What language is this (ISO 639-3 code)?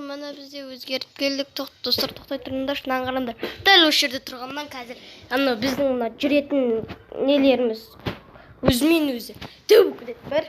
kaz